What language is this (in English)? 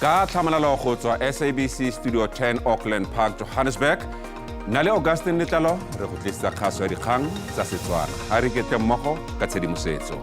Tswana